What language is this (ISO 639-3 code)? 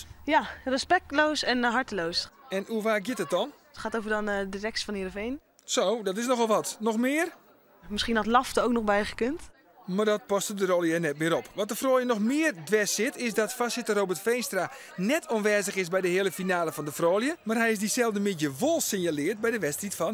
fry